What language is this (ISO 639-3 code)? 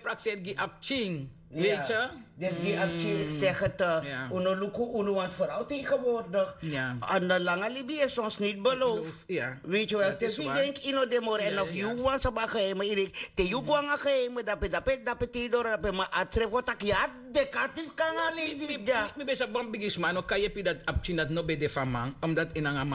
srn